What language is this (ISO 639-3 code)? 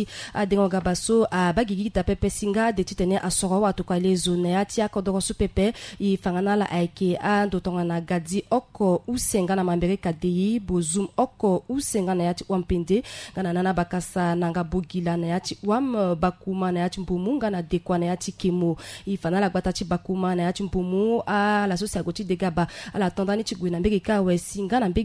sag